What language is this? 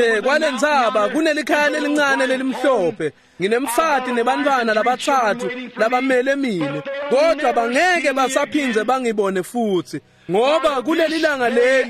Swati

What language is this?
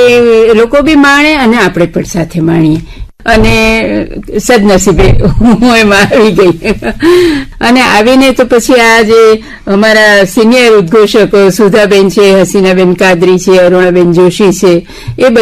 Gujarati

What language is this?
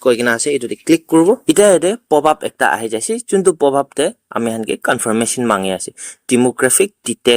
Naga Pidgin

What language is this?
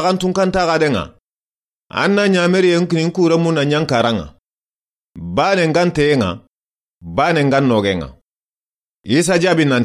Soninke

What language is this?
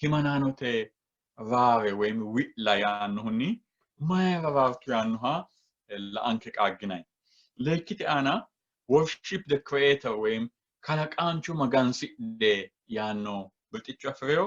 Sidamo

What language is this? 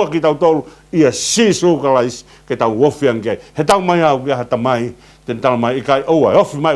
Tongan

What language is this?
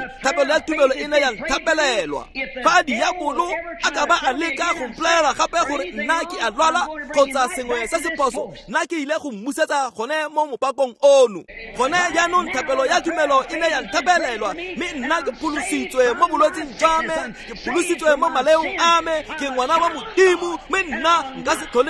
Tswana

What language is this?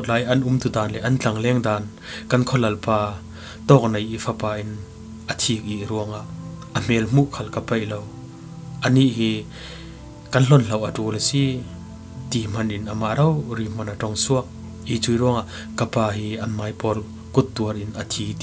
Falam Chin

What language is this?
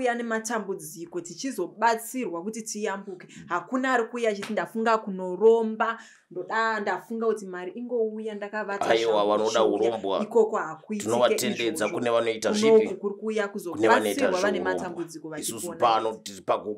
Shona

